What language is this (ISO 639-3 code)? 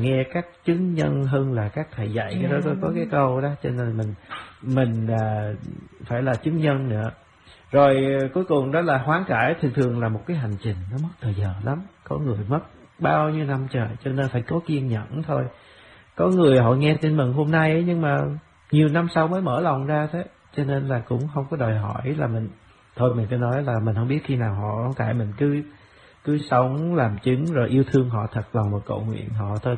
vie